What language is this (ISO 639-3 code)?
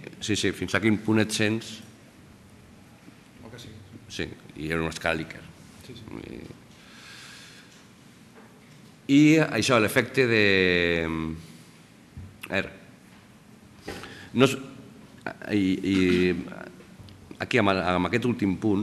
cat